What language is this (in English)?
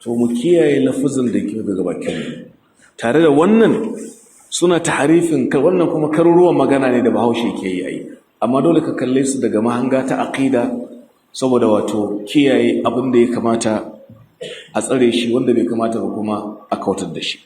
Hausa